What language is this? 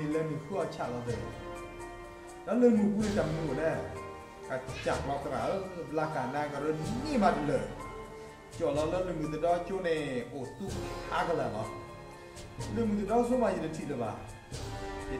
S'gaw Karen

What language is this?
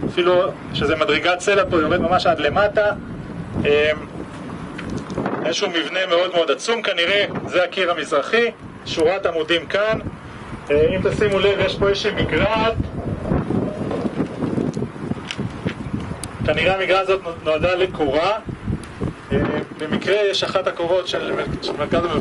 Hebrew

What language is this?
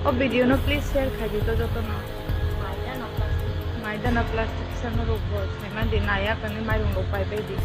Kok Borok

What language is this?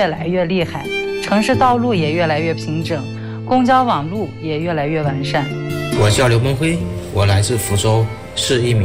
Chinese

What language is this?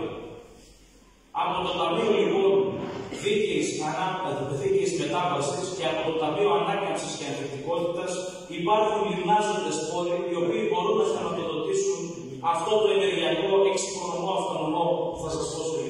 Greek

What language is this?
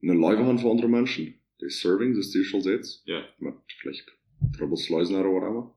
Plautdietsch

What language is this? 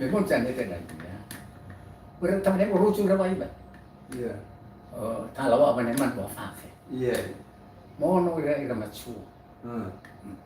Nias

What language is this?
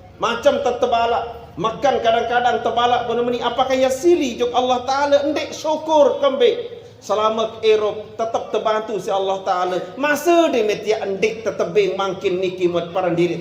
Sasak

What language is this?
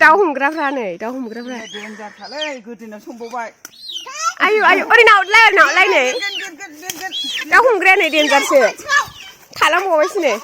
Bodo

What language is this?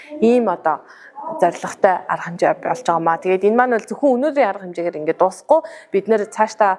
Mongolian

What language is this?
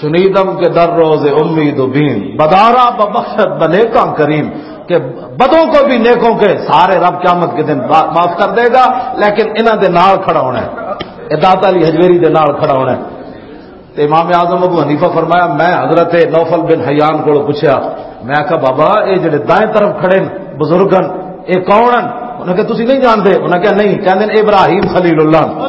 Western Panjabi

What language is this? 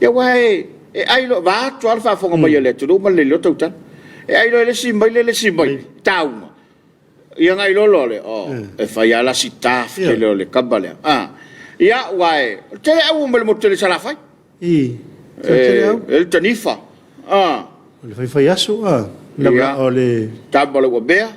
Samoan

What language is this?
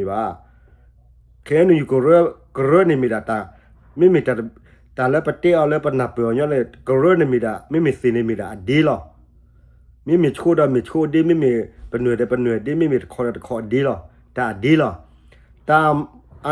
S'gaw Karen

